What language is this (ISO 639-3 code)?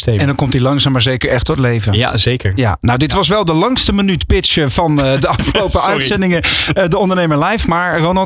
nld